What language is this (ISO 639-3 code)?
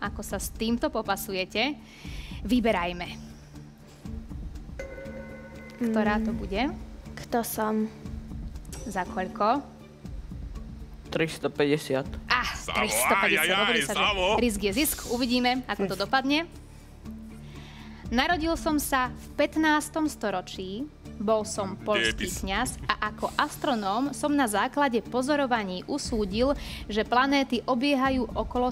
slk